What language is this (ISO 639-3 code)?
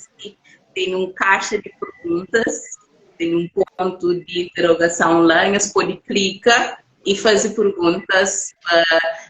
kea